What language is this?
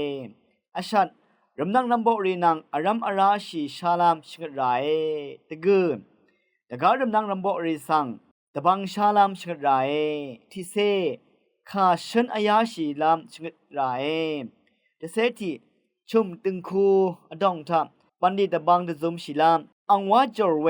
Rawang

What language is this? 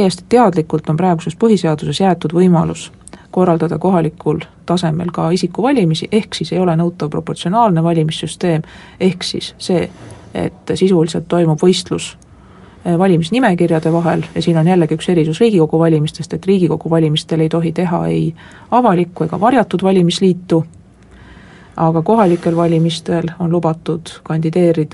Estonian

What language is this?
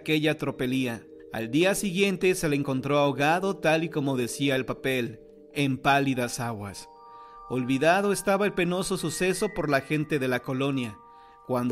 Spanish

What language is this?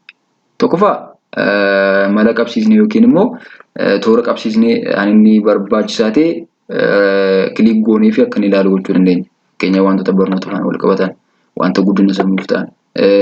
Oromo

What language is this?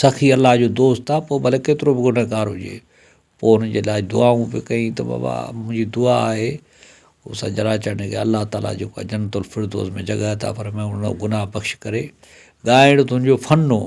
Sindhi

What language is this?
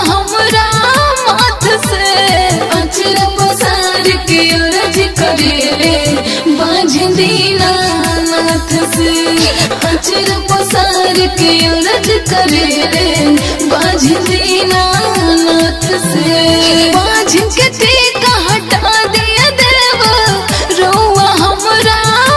Bhojpuri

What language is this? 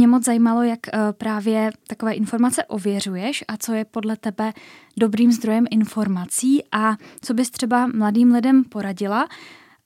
Czech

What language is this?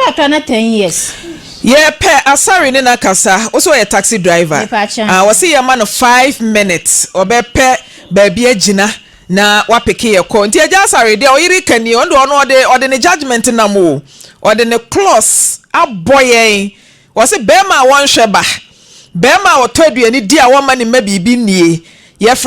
Akan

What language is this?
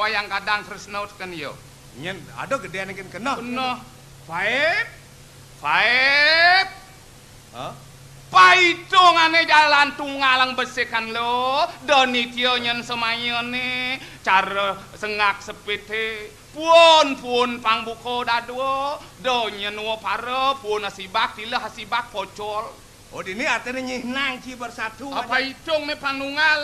Balinese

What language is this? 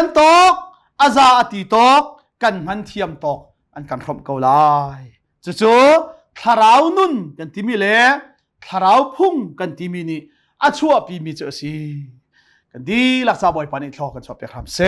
Hakha Chin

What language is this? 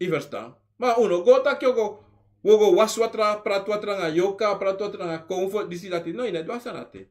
Sranan Tongo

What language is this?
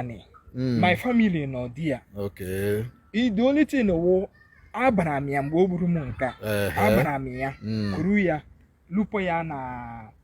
Igbo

